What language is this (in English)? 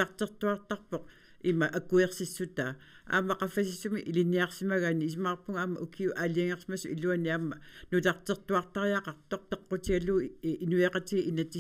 Kalaallisut